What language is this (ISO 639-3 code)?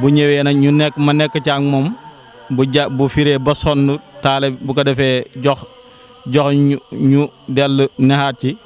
wol